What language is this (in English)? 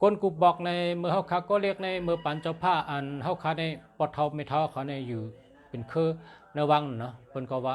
Shan